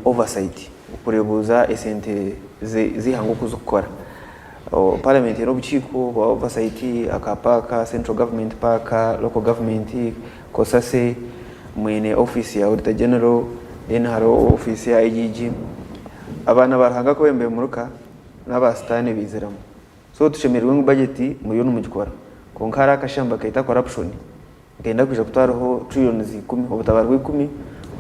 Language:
Nyankole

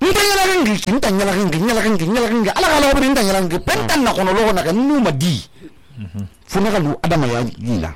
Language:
Susu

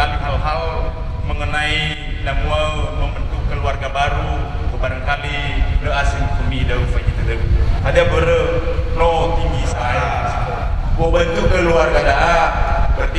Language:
Nias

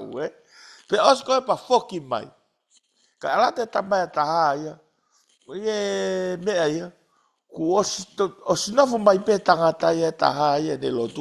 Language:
Tongan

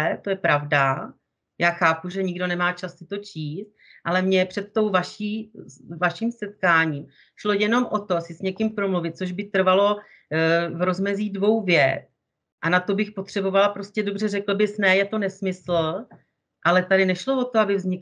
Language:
Czech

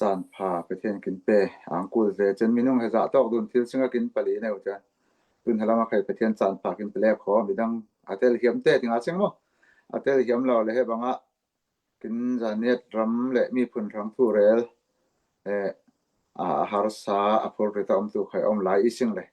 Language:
Falam Chin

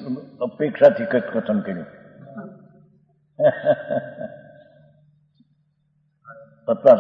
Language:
Gujarati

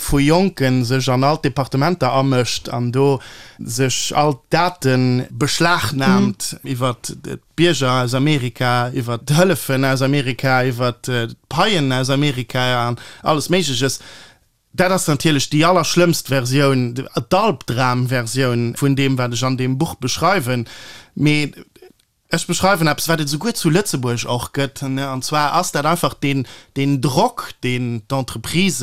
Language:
Luxembourgish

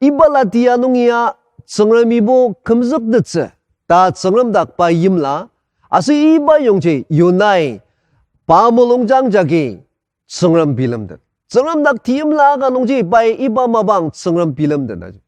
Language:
Ao Naga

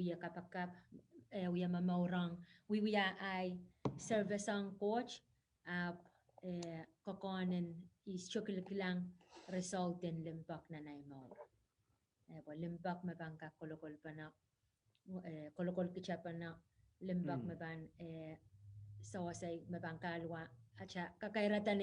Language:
Pohnpeian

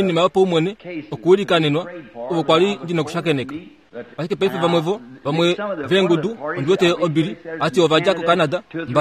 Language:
Kuanyama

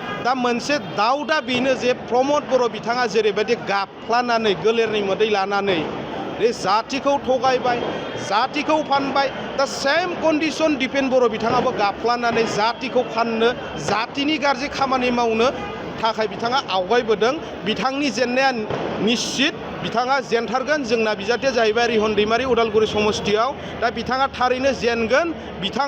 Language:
Bodo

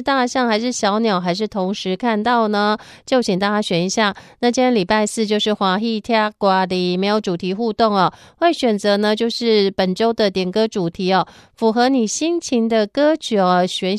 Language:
Chinese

